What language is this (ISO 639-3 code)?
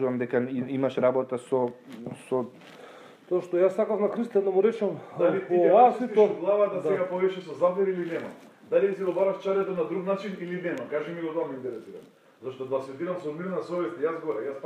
mkd